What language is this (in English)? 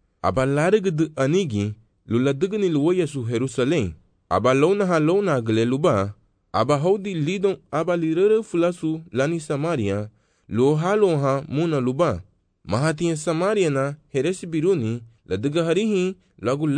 Garifuna